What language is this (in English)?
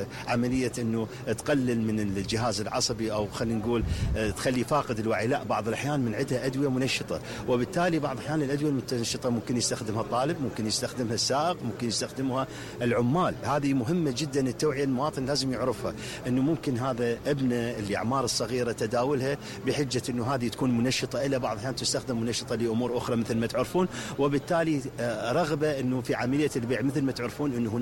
Mesopotamian Arabic